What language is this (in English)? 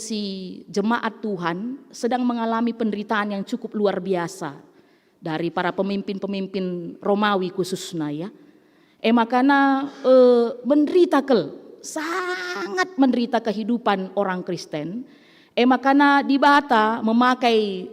Batak Karo